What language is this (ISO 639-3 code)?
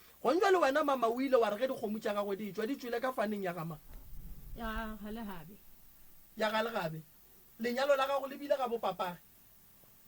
nso